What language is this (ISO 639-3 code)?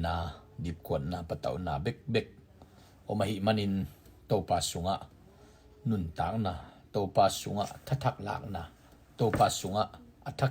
ctd